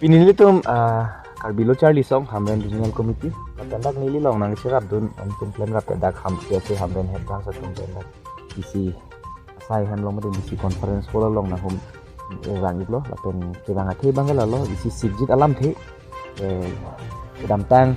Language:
Karbi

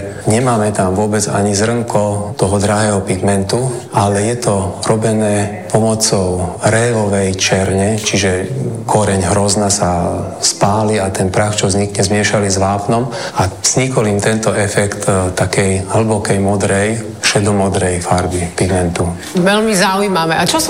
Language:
Slovak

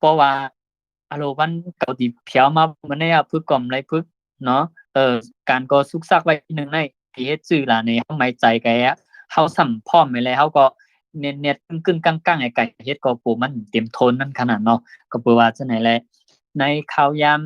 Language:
Shan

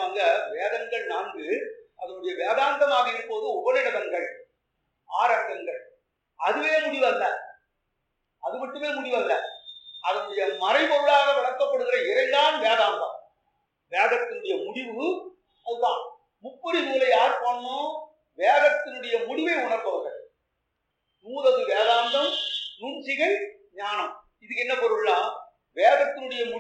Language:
Tamil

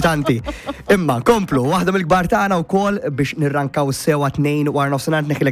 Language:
Maltese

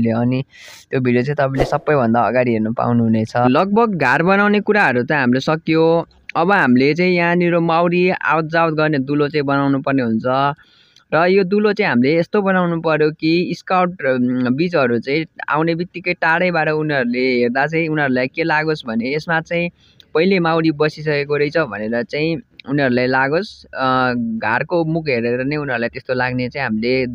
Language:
Nepali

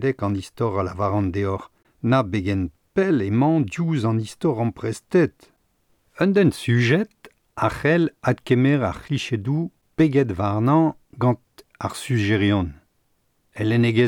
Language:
Breton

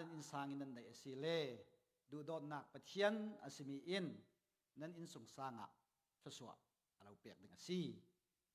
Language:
Falam Chin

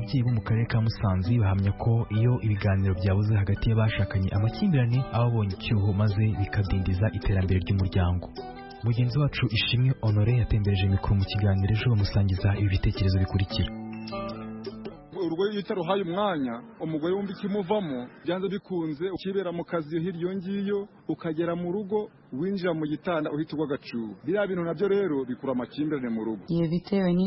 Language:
Kinyarwanda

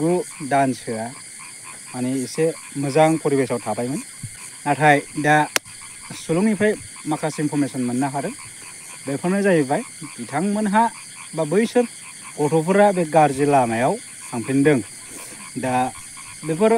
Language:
Bodo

